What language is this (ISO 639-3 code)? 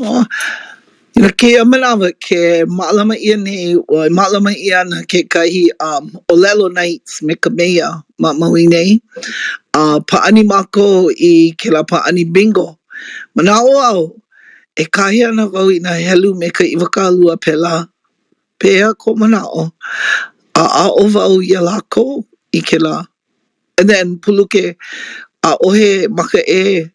haw